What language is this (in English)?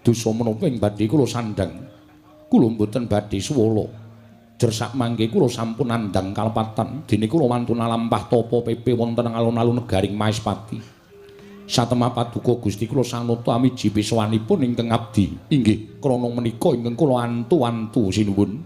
Javanese